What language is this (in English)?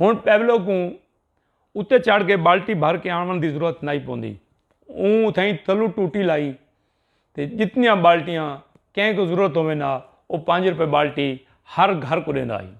Saraiki